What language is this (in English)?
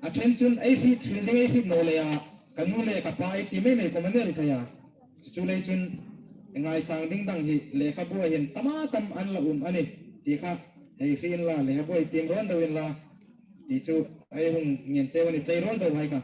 Hmar